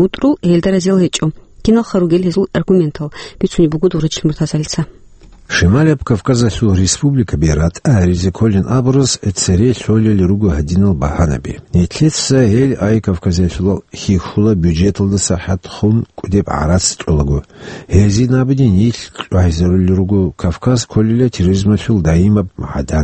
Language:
Avaric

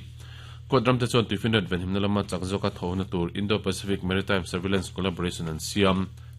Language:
Mizo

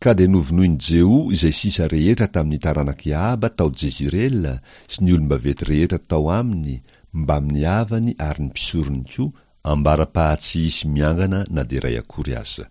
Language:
Malagasy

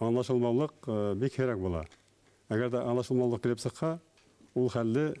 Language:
Bashkir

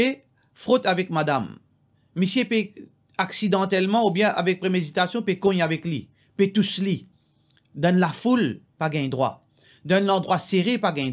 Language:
Morisyen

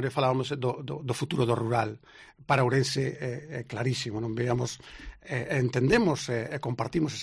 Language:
Galician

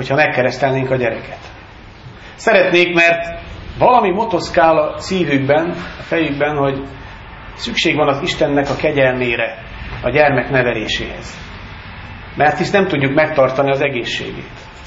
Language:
Hungarian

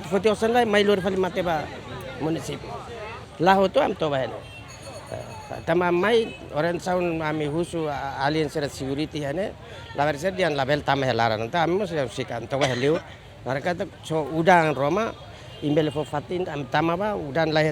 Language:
Tetum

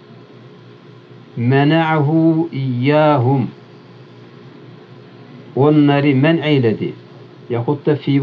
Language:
Turkish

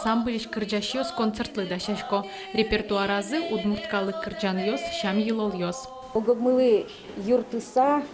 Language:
Udmurt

